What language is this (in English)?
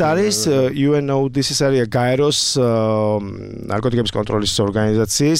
Georgian